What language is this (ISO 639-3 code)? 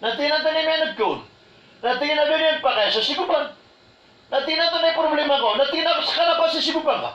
mrw